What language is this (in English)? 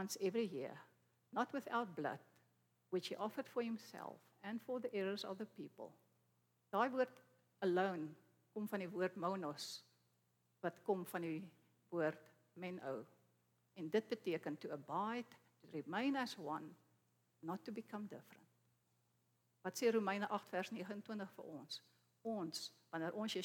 Afrikaans